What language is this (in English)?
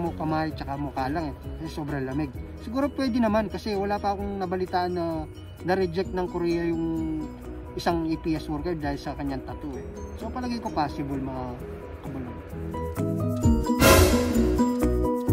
Filipino